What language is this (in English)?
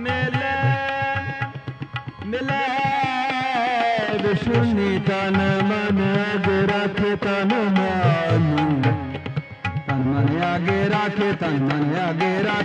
Punjabi